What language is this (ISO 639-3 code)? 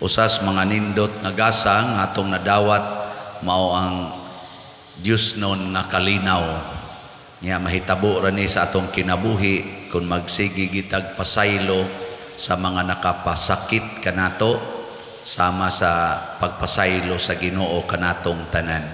ceb